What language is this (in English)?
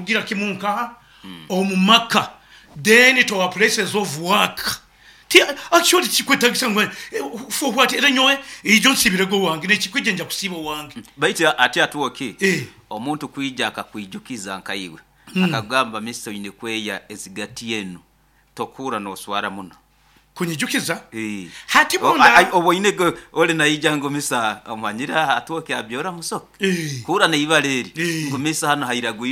Nyoro